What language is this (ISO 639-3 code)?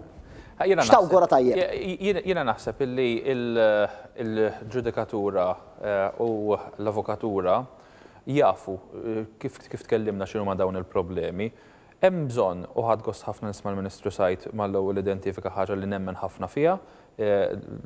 mlt